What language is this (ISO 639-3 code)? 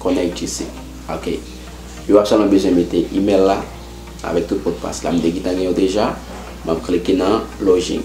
hat